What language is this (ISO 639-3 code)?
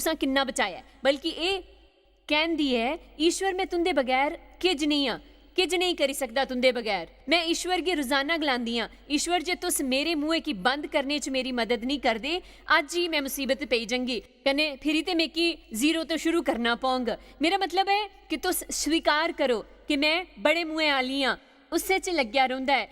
doi